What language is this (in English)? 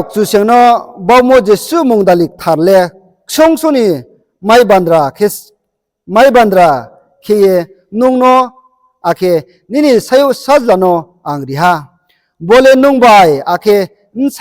Riang (India)